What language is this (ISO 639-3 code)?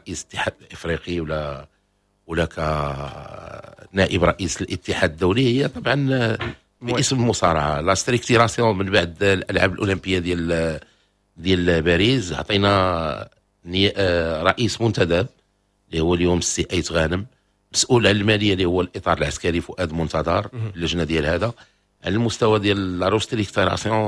ary